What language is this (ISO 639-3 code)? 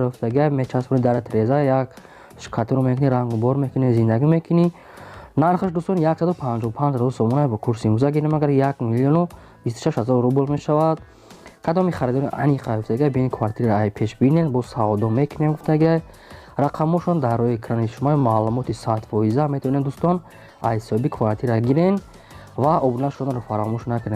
tgk